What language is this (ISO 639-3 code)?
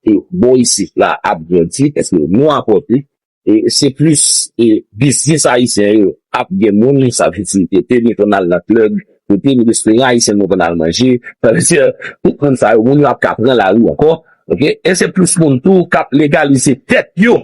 hat